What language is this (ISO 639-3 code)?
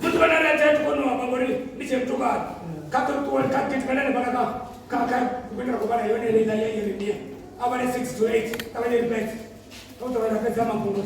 ven